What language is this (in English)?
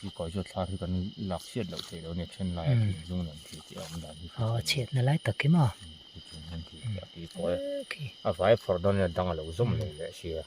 Mizo